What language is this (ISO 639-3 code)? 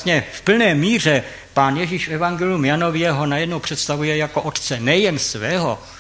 ces